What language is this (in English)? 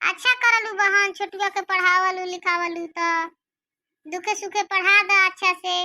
Bhojpuri